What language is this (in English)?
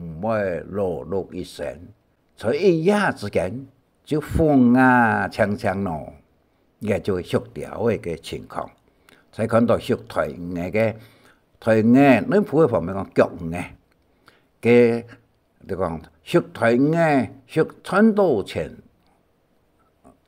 Hakka Chinese